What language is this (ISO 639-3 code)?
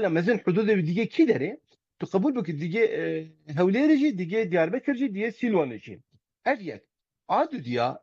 kur